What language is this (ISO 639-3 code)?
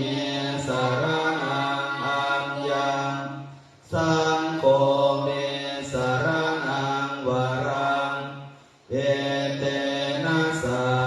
pli